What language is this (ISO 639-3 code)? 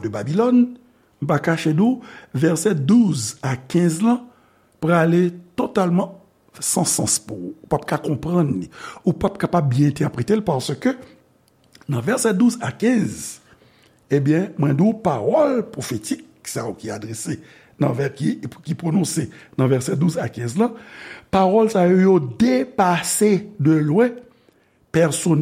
hat